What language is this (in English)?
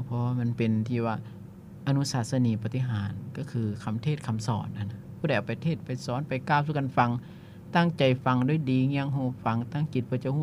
Lao